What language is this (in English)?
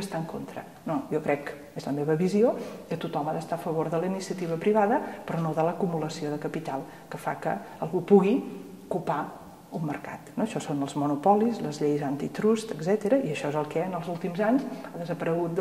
Catalan